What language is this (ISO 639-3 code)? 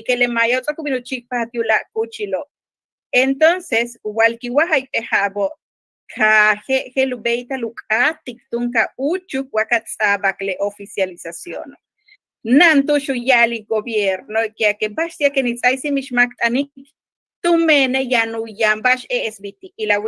yua